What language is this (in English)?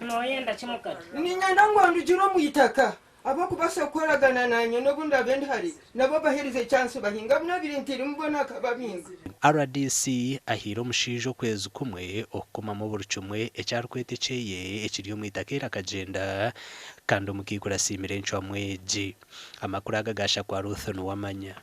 Nyankole